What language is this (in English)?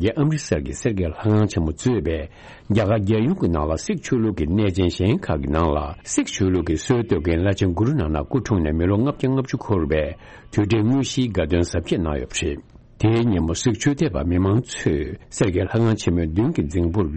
Tibetan